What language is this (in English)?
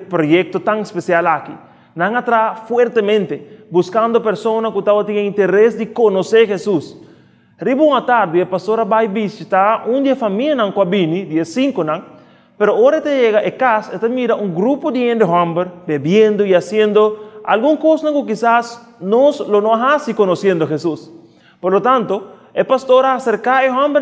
Papiamento